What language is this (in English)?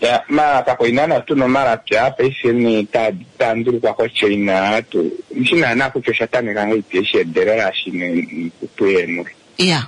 Kuanyama